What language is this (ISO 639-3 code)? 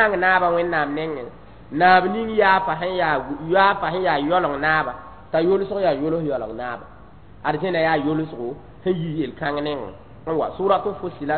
mos